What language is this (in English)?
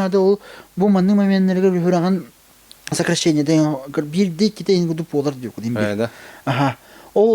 Yakut